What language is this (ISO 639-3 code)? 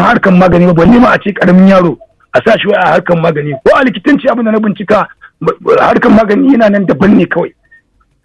hau